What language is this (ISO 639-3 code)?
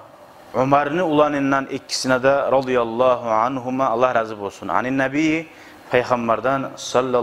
kum